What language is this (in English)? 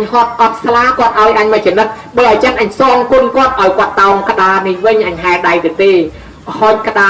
Khmer